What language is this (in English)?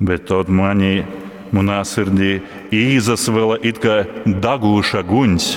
Latgalian